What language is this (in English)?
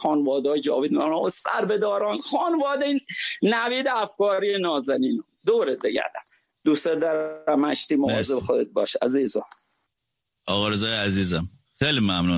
Persian